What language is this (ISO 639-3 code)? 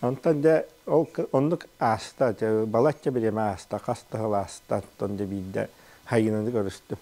sah